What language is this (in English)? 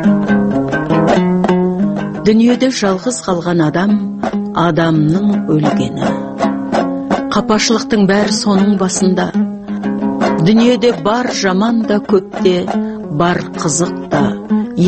Kazakh